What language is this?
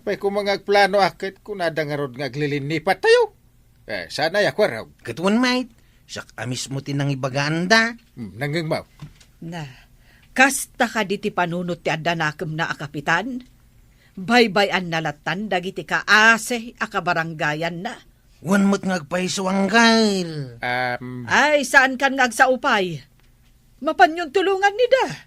Iloko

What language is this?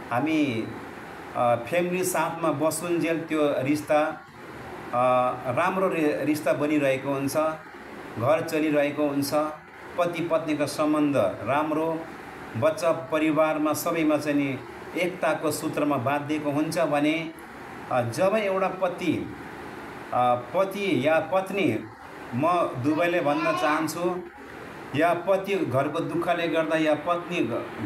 Nepali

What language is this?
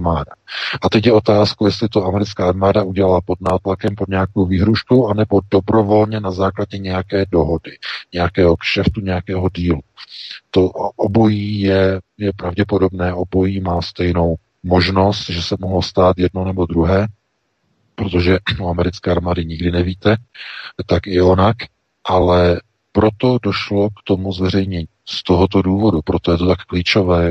Czech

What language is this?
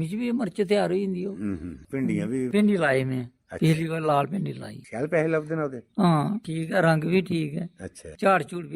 Dogri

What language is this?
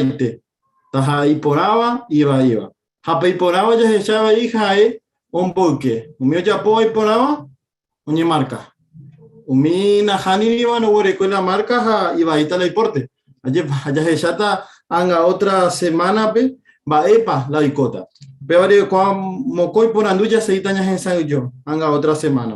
Guarani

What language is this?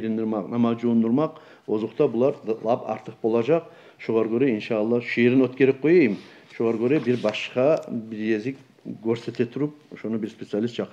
Kumyk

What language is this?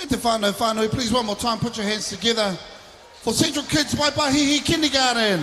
Māori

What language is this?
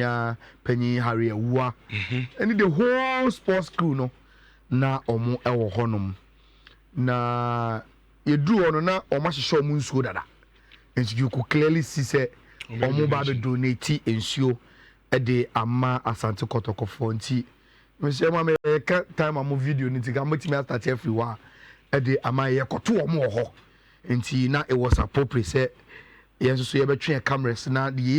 Akan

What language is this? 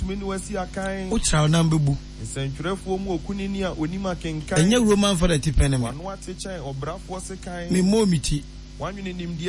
Akan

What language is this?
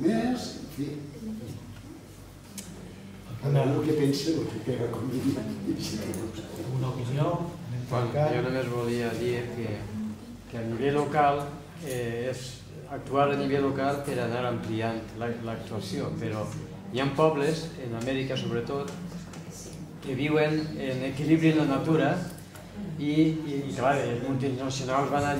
Catalan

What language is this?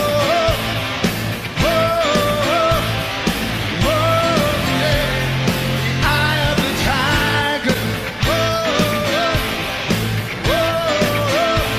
English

